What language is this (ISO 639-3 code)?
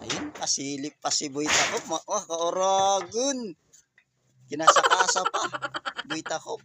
war